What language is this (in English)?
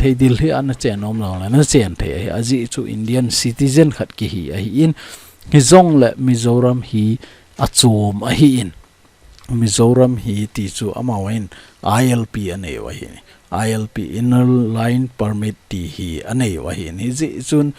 Thado Chin